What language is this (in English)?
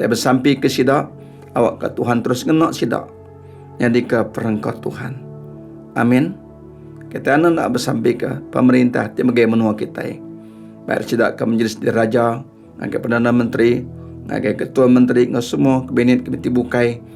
Iban